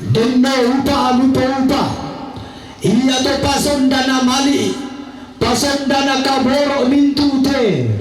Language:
Toraja-Sa'dan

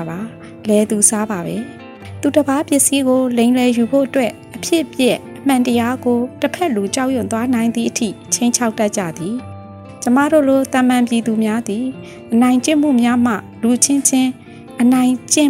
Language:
Burmese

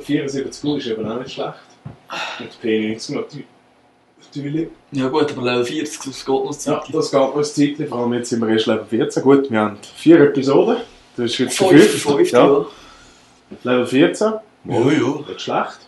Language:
Swiss German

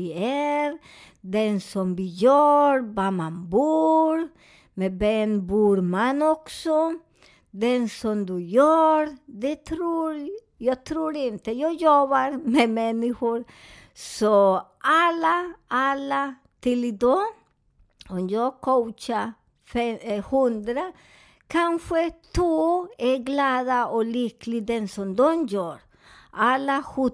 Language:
Swedish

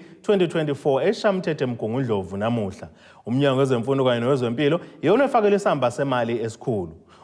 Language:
Zulu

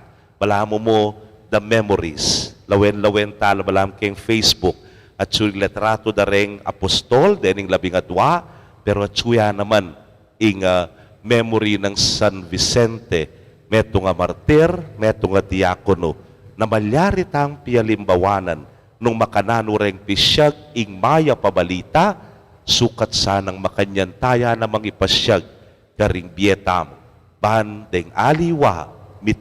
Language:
Pampanga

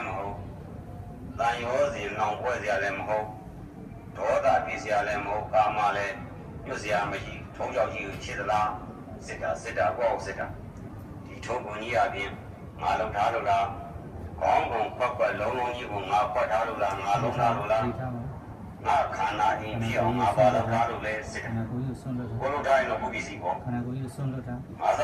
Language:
Burmese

